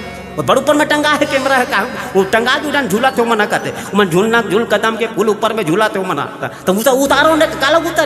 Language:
Chhattisgarhi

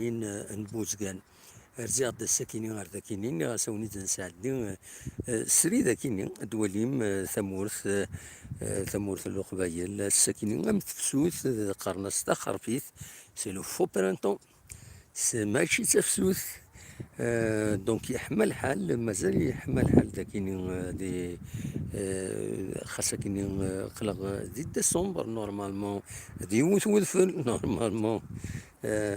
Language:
Kabyle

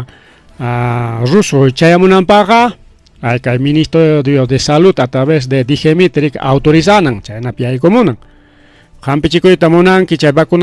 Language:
Ayacucho Quechua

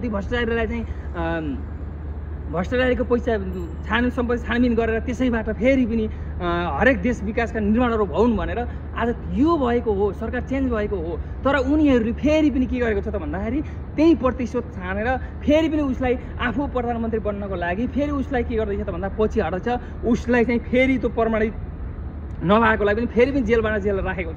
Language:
Nepali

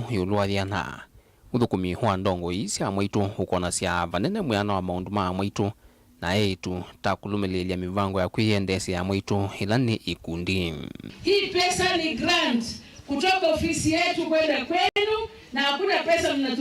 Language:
Kamba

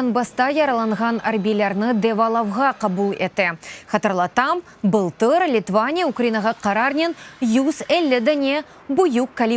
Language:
Crimean Tatar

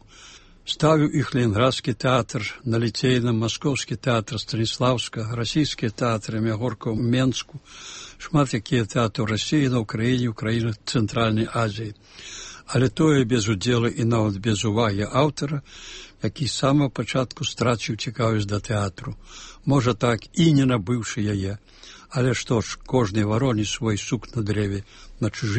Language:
Belarusian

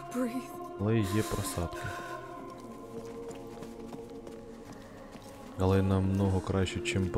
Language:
Ukrainian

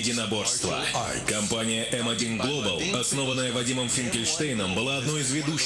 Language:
Russian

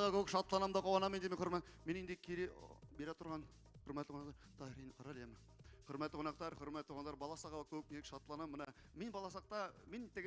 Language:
Bashkir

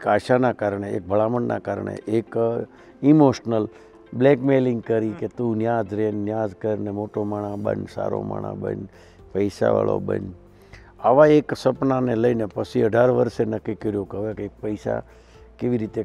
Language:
Gujarati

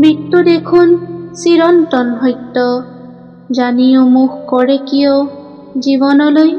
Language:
Assamese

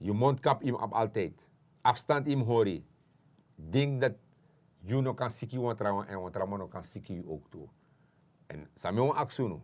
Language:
Sranan Tongo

